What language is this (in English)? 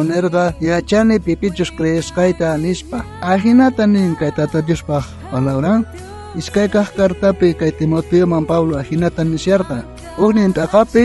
South Bolivian Quechua